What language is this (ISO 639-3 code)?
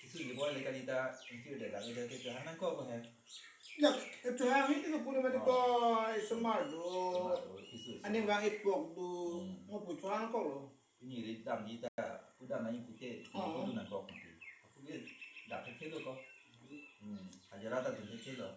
mjw